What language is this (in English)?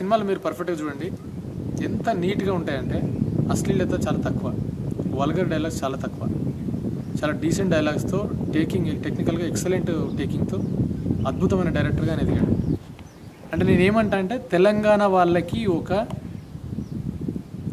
Telugu